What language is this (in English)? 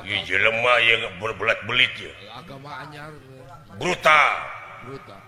Sundanese